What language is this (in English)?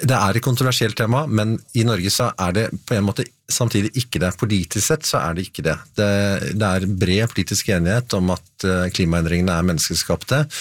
Norwegian